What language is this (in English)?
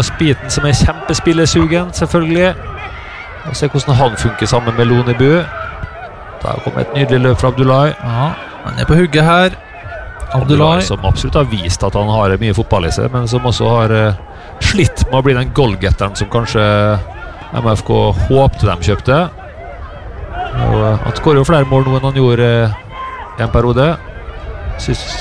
Norwegian